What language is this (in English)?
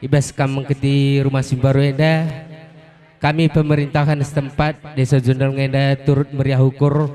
Batak Karo